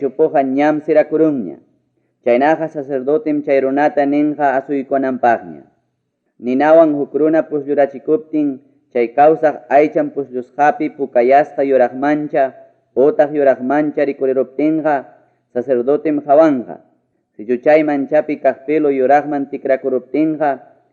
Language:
Ayacucho Quechua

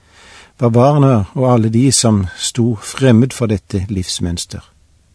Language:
Norwegian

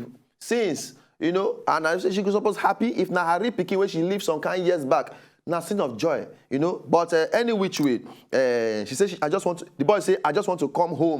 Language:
Nigerian Pidgin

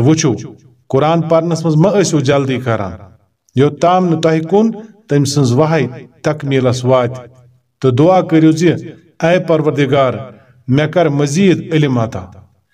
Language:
Kashmiri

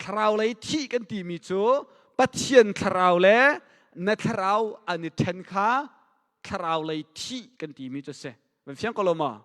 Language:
Hakha Chin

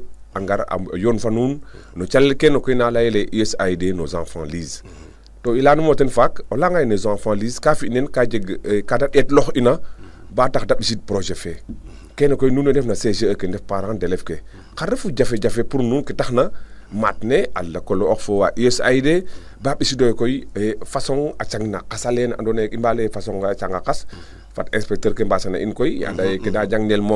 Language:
Serer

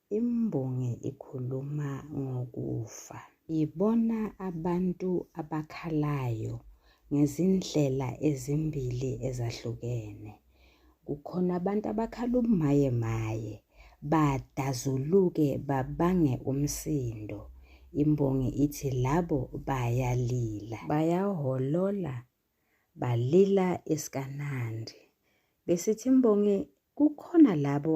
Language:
Zulu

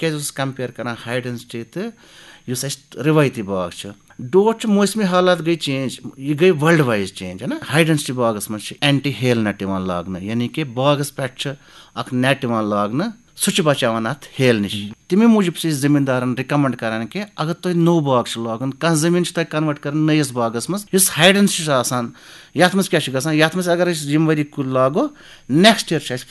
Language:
Kashmiri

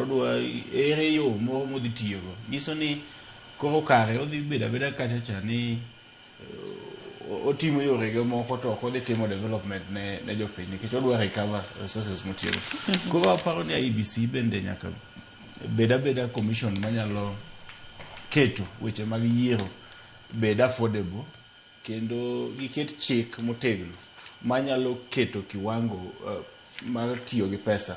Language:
Luo (Kenya and Tanzania)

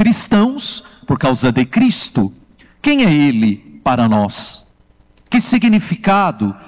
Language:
Portuguese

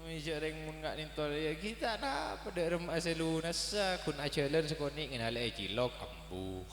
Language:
Madurese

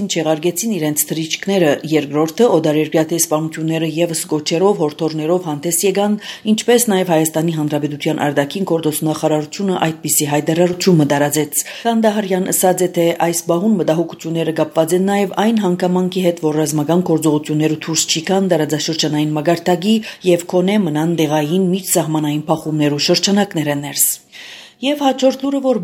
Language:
Armenian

